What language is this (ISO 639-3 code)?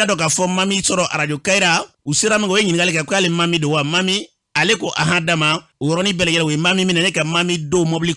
bam